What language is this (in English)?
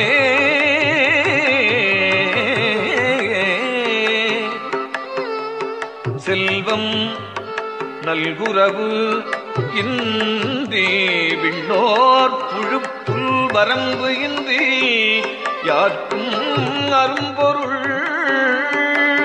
Tamil